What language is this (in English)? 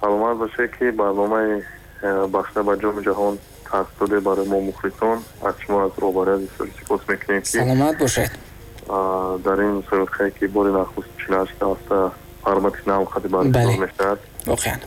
Tajik